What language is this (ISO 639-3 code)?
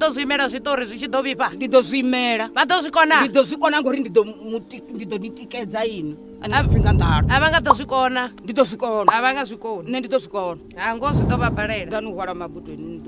ven